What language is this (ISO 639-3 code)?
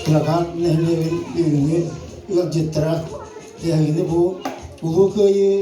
sah